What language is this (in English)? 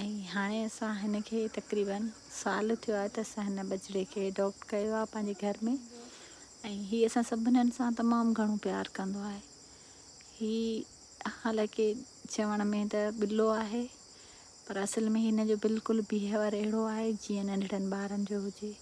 Sindhi